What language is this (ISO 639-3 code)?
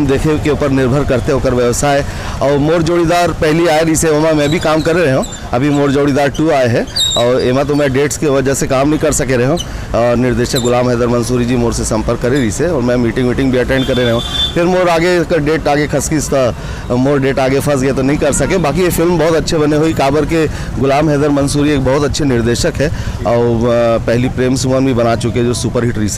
hne